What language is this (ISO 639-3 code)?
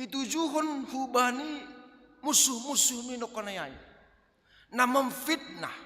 bts